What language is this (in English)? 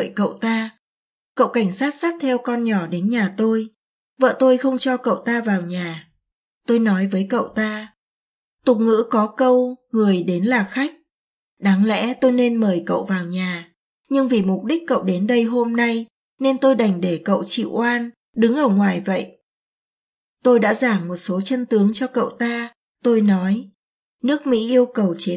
Vietnamese